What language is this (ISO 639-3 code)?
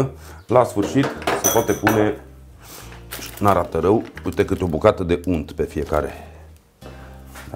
ron